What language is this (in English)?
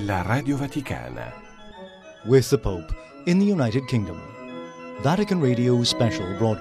Slovenian